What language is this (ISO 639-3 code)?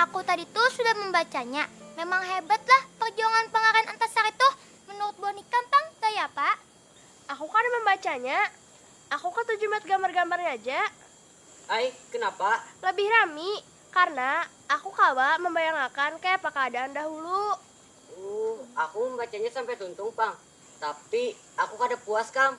bjn